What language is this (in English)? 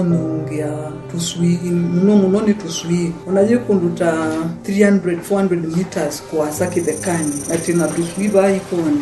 Kamba